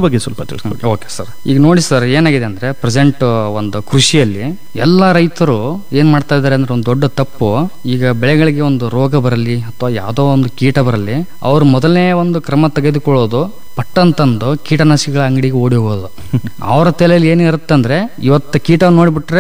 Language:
Kannada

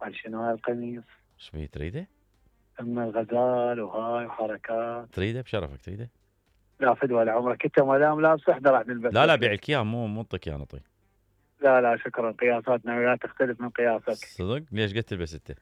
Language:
Mesopotamian Arabic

